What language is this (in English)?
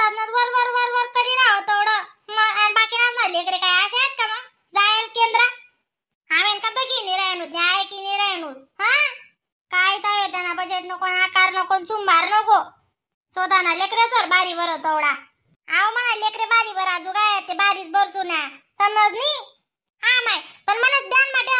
Khandesi